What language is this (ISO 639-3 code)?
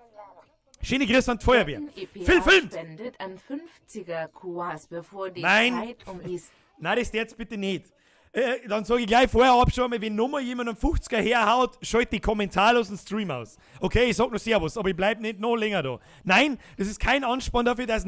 bar